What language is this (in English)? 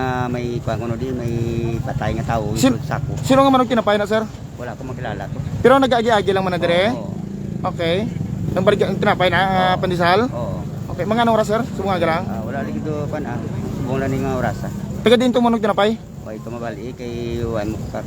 Hiligaynon